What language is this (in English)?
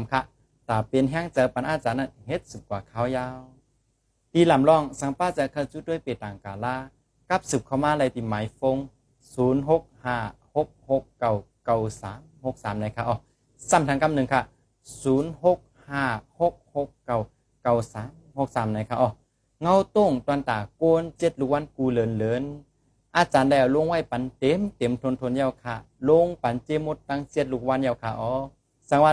Shan